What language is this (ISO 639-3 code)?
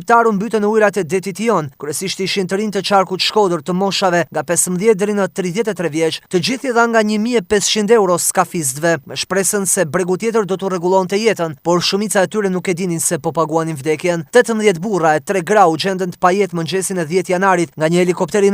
sqi